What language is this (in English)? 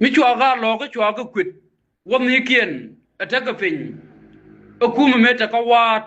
Nuer